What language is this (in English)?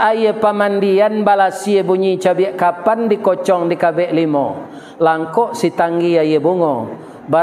Minangkabau